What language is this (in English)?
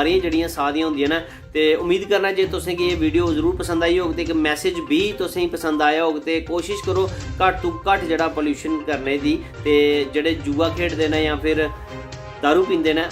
Dogri